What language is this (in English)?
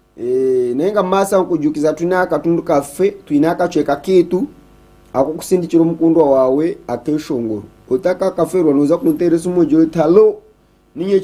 Nyankole